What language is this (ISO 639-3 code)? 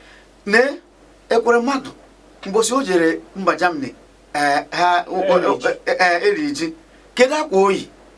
ibo